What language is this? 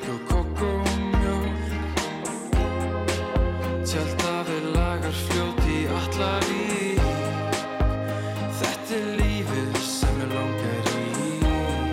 Icelandic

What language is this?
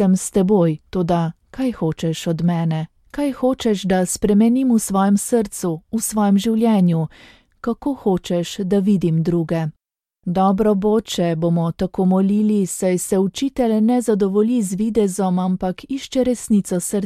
Slovenian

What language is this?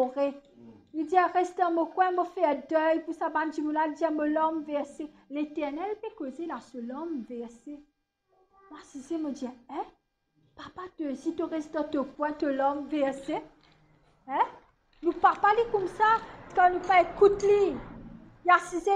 Morisyen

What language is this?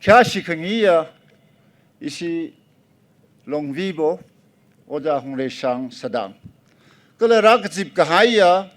Tangkhul Naga (India)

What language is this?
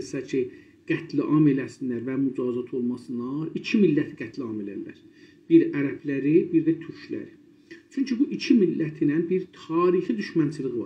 South Azerbaijani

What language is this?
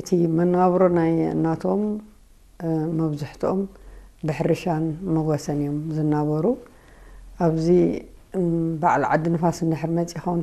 Tigrinya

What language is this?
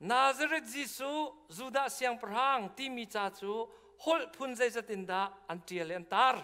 Hakha Chin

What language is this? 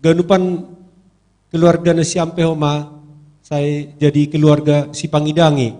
Batak Simalungun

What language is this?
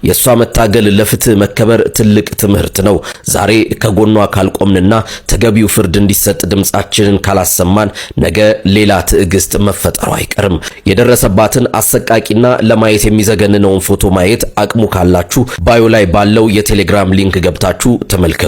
Amharic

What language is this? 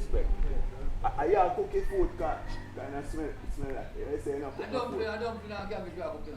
Jamaican Creole English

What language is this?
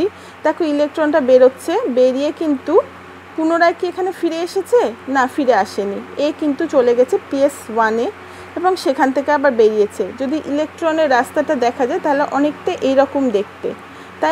Bangla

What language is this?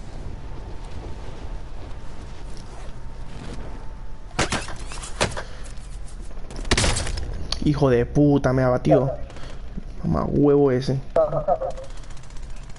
Spanish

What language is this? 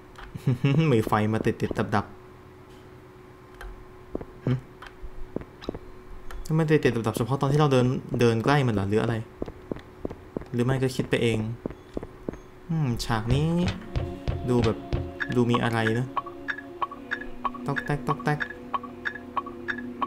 Thai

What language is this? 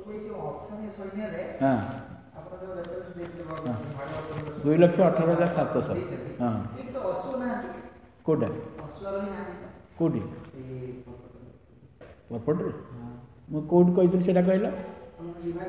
Odia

